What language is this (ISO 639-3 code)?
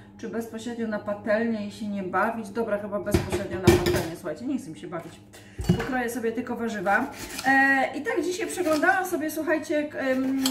pol